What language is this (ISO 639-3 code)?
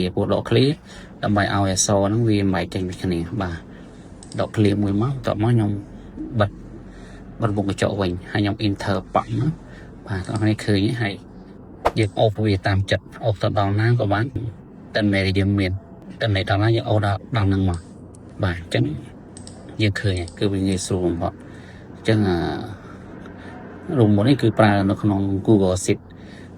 khm